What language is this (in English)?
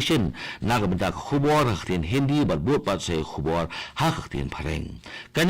Khasi